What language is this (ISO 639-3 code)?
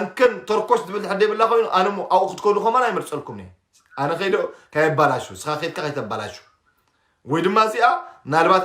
tir